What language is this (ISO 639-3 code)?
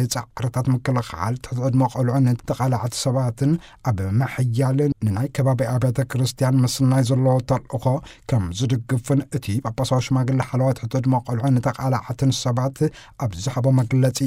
tir